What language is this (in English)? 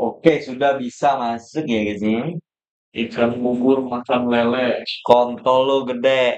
Banjar